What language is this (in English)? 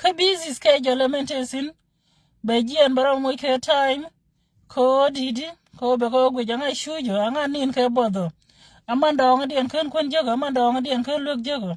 Nuer